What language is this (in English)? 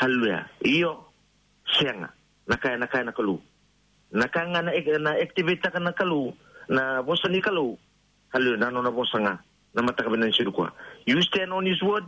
Fijian